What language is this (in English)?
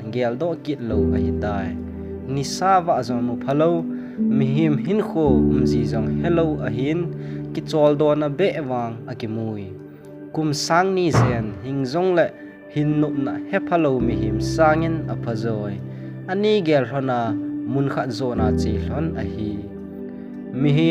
Thado Chin